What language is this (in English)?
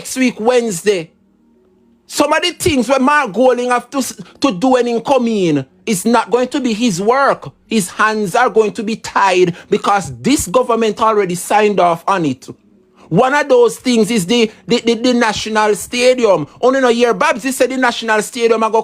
Jamaican Creole English